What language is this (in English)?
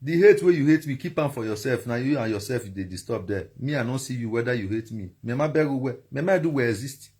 Nigerian Pidgin